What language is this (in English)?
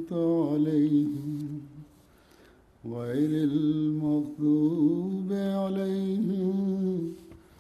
Bosnian